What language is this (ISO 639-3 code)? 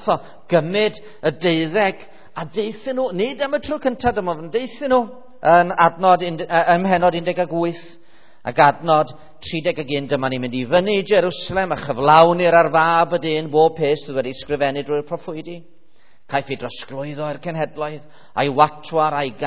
cym